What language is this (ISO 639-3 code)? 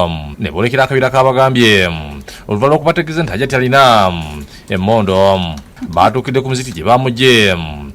lug